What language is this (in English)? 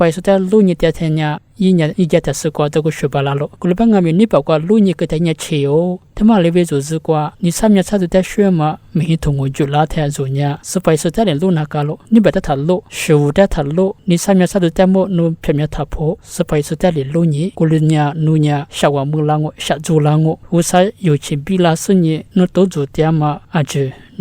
Lisu